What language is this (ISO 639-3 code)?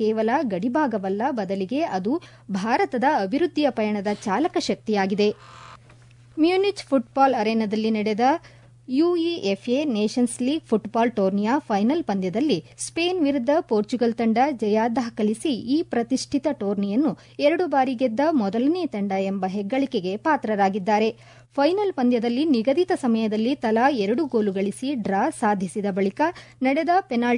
kan